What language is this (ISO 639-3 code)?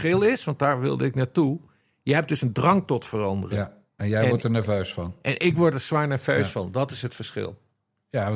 nld